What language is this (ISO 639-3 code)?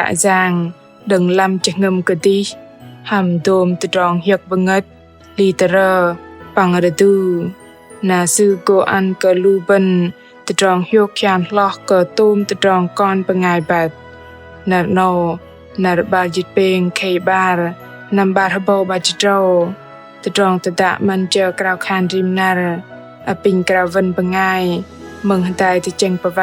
bdq